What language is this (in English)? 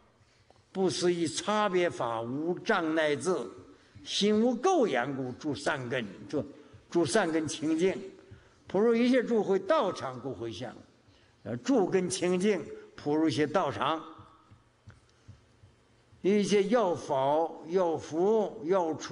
Chinese